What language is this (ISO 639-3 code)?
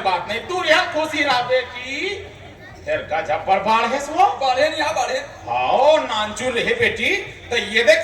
hne